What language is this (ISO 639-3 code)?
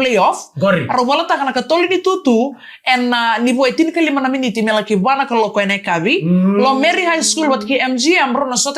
fij